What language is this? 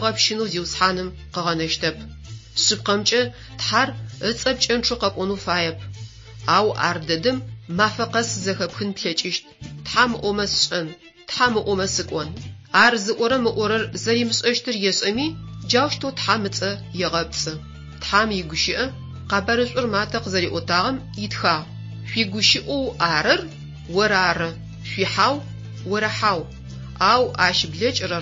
Adyghe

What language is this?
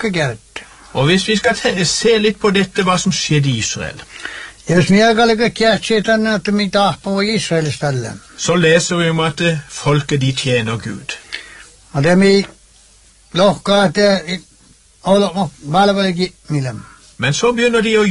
Norwegian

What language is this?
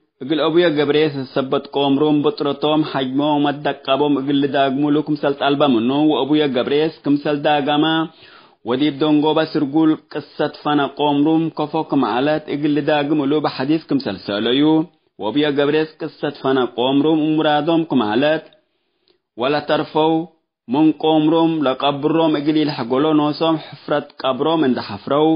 Tigre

